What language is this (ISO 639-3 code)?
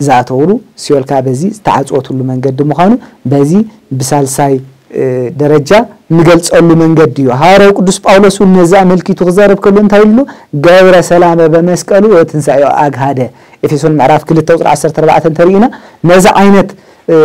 tir